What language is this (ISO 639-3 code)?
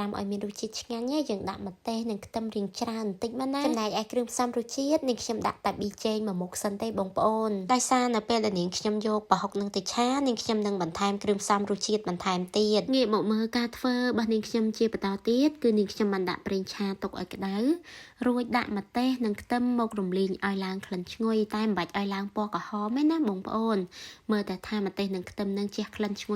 khm